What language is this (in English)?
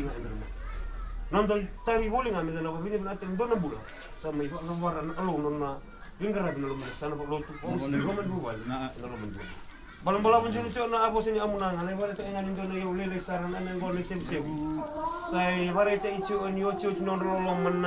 Fijian